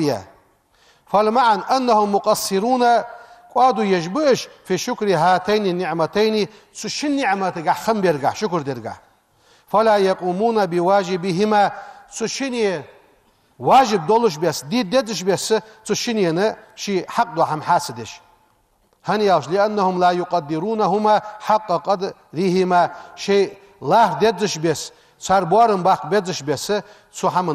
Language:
Ingush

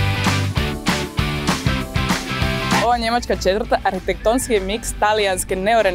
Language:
Croatian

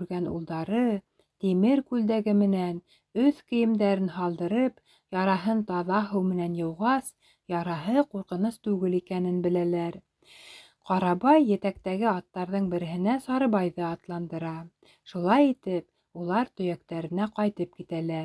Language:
Bashkir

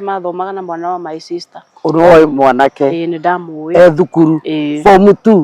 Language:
Kikuyu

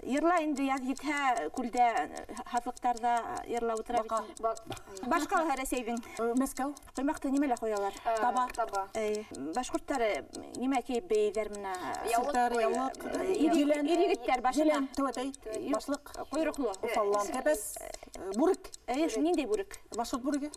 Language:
Bashkir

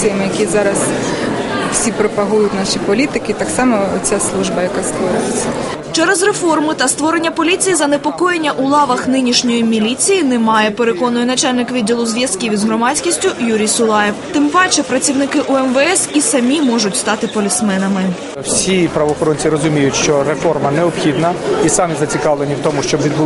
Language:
Ukrainian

